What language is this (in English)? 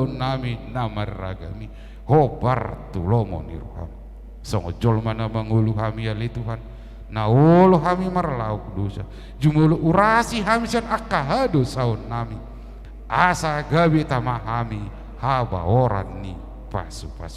Batak Toba